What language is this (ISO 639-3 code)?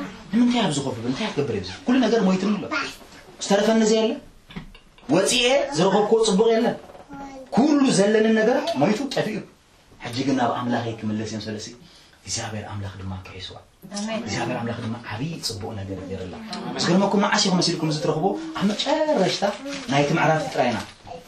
tir